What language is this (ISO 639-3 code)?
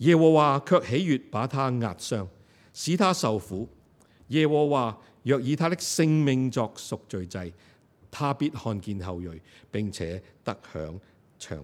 yue